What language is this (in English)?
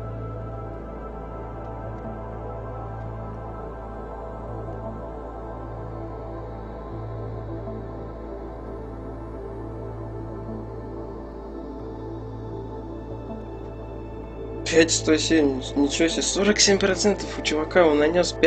Russian